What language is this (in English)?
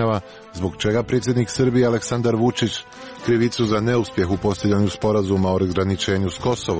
Serbian